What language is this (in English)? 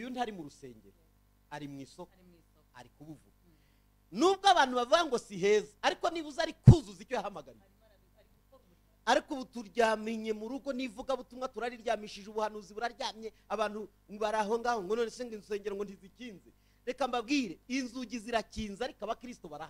Kinyarwanda